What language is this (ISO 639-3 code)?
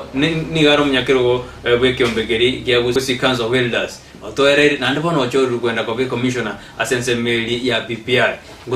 guz